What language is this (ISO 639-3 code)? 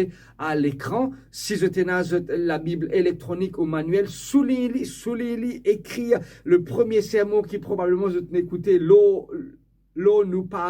mfe